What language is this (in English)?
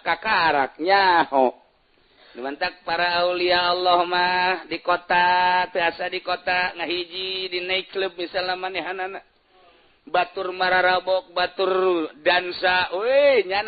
Sundanese